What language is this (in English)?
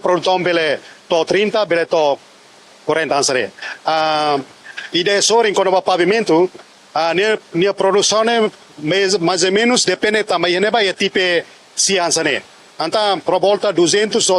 Tetum